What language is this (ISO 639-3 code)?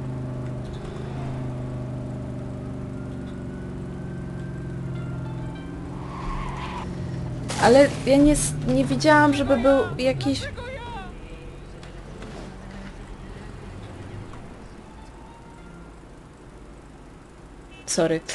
pol